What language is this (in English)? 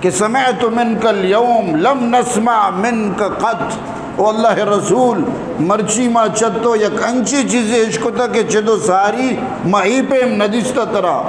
Eastern Balochi